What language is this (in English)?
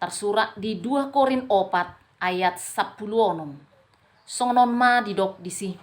Batak Toba